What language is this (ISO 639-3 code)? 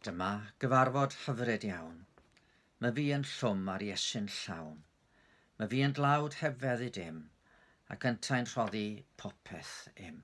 cym